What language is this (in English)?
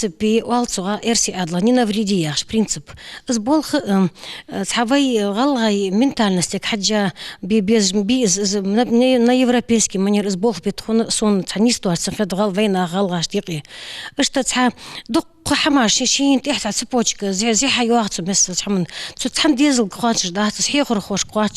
Ingush